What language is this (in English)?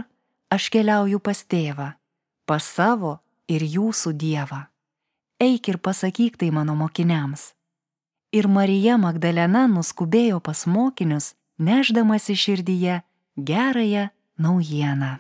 Lithuanian